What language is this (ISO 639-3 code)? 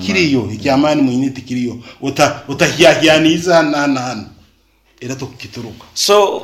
nyn